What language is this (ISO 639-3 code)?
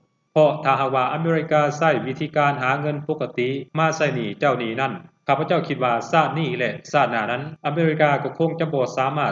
lao